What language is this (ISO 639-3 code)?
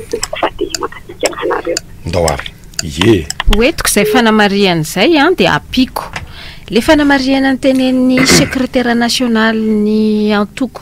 mlg